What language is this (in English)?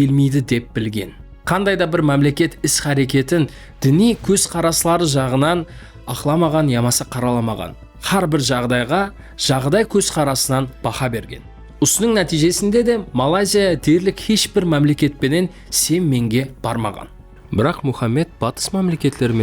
Kara-Kalpak